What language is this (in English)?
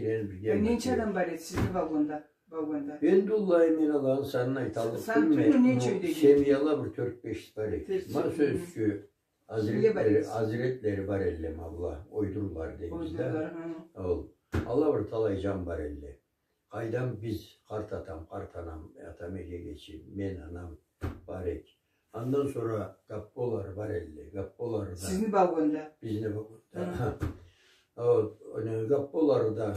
Karachay-Balkar